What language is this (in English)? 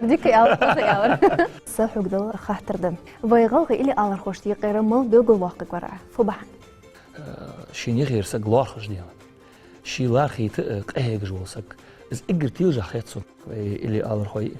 Ingush